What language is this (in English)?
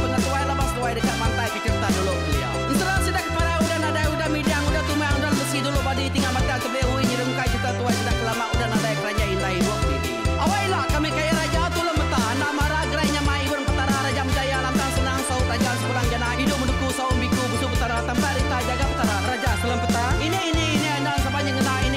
Iban